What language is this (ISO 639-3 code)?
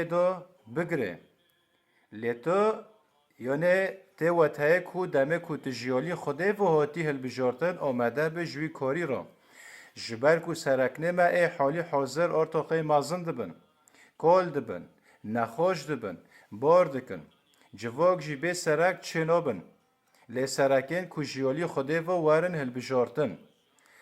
kur